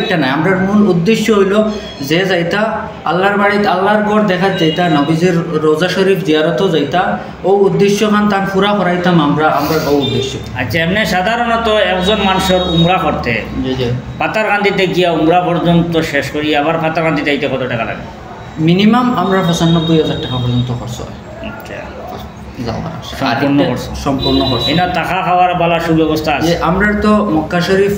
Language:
Sylheti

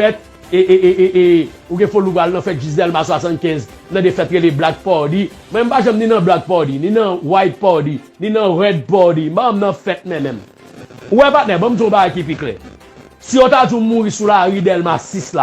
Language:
Haitian Creole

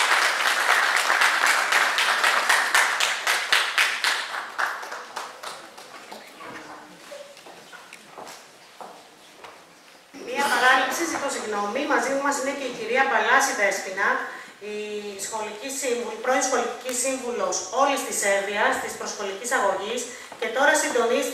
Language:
Greek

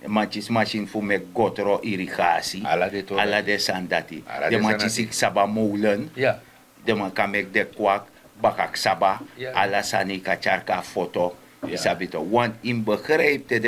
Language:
Sranan Tongo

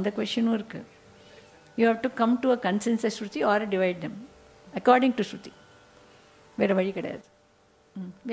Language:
Tamil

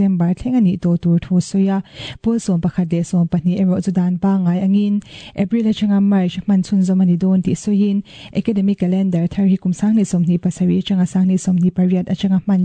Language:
Mizo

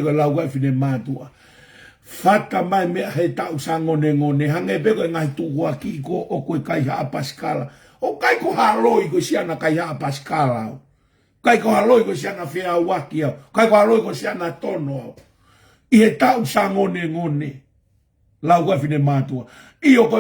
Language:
Tongan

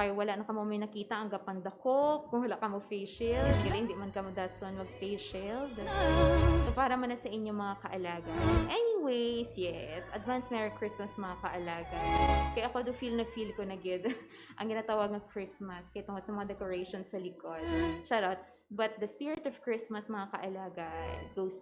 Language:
Hiligaynon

